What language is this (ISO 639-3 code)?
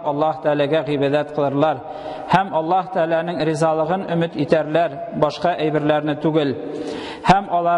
tat